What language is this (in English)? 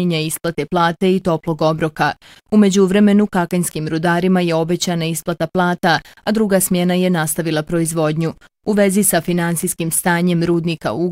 Bosnian